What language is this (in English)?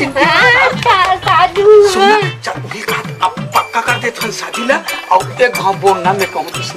Chhattisgarhi